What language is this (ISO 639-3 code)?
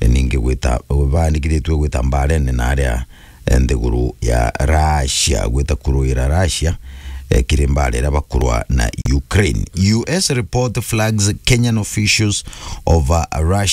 mer